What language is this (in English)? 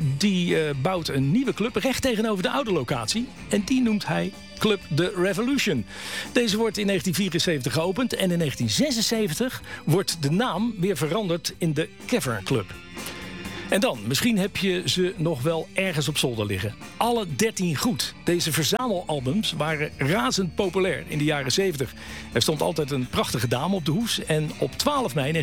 Dutch